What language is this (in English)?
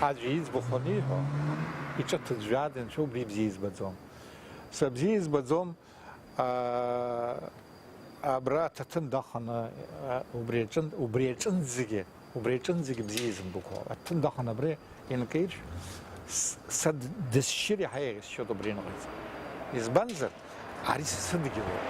Abkhazian